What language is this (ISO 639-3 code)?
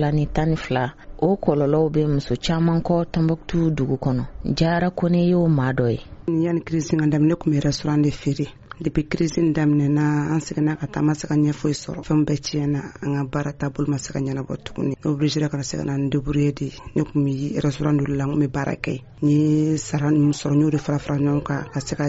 bam